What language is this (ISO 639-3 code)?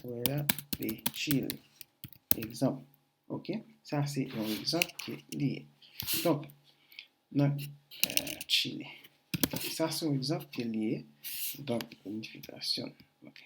hat